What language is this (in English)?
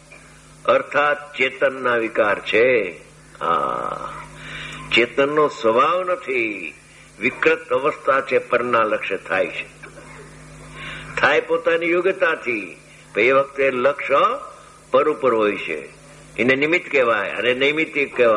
Gujarati